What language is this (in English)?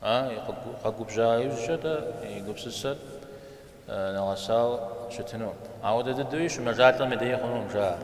Kabardian